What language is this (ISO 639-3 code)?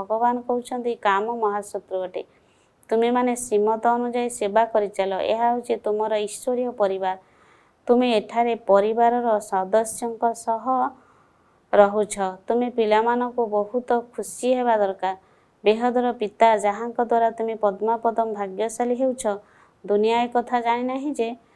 ori